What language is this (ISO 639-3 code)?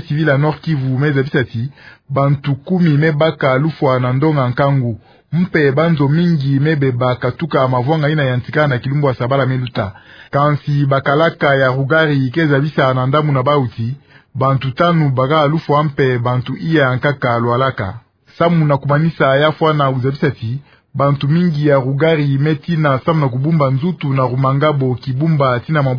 ktu